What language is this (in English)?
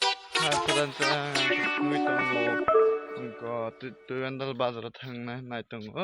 Kok Borok